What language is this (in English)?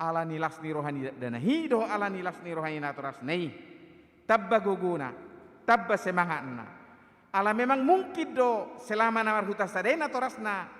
Batak Toba